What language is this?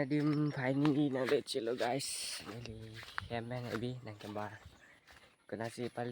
Karbi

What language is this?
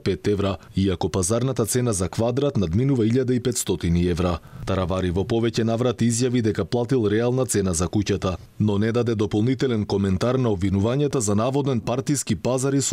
Macedonian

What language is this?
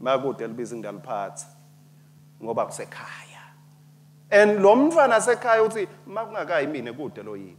Swati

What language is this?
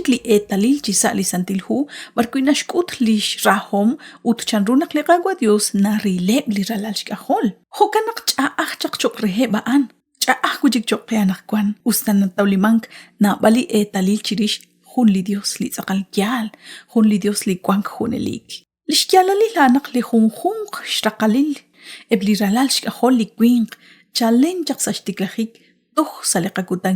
Kekchí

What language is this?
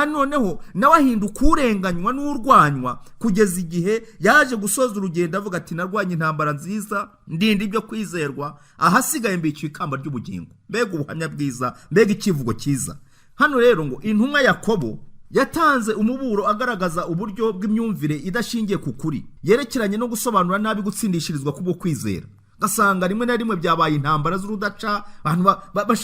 Kinyarwanda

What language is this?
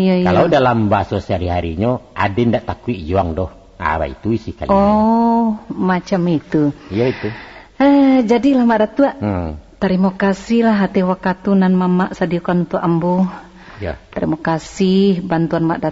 Minangkabau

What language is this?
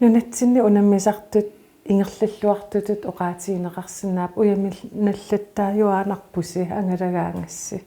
Kalaallisut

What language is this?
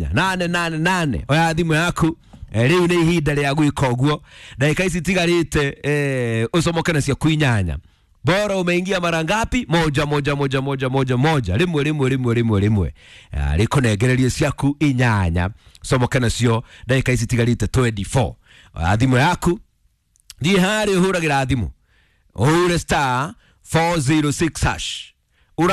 Kikuyu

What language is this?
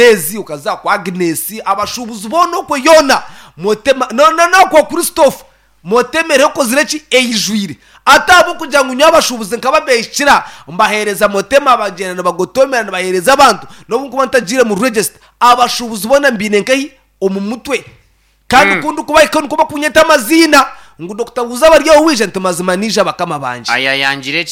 Nyankole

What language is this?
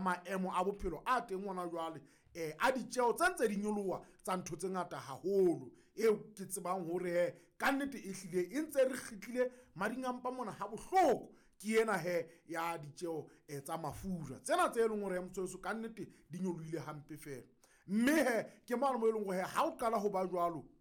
Southern Sotho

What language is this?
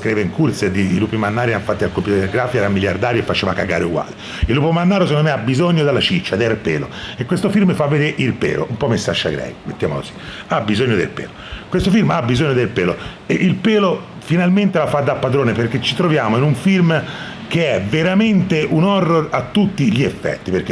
Italian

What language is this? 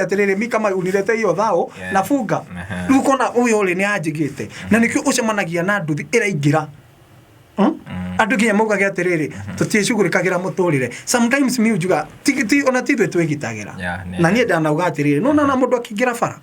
Kikuyu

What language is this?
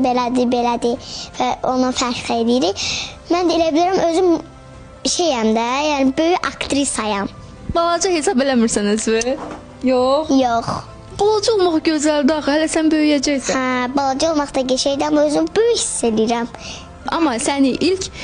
Azerbaijani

